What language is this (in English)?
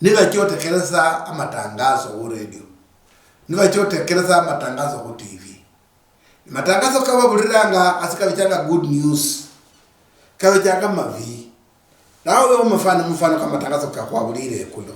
Luyia